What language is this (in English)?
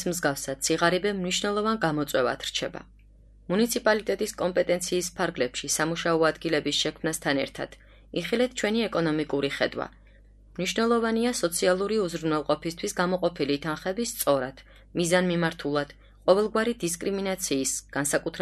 Georgian